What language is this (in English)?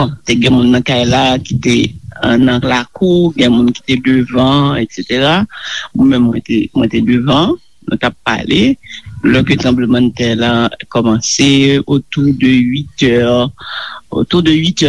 Haitian Creole